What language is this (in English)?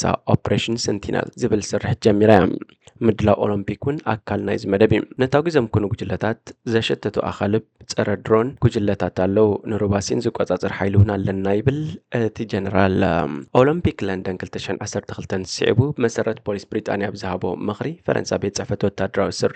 Tigrinya